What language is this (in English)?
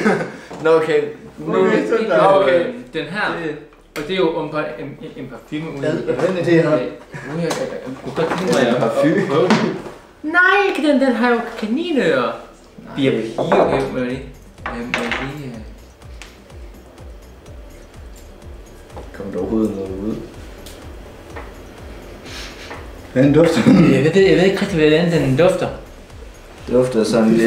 Danish